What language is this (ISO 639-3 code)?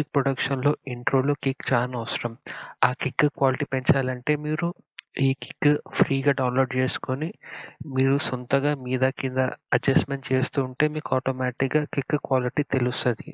tel